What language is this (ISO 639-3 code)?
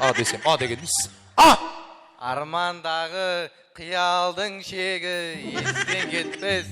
kaa